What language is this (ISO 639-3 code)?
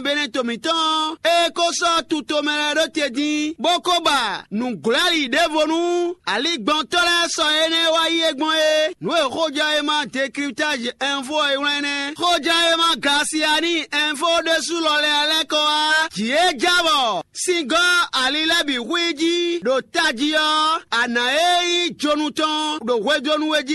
fon